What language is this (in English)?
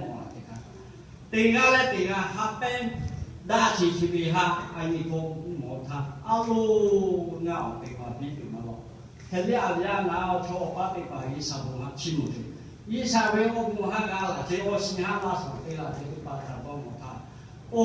Lahu